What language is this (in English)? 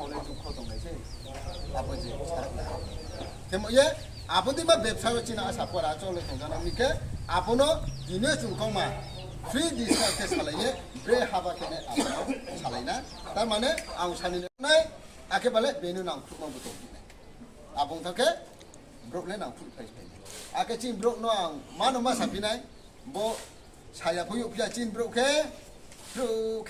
Riang (India)